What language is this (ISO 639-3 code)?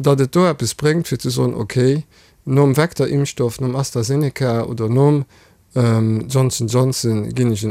ltz